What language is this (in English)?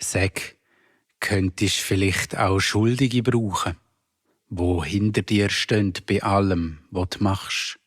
Swiss German